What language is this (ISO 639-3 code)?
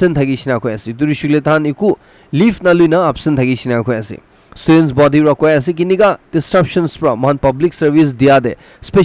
nag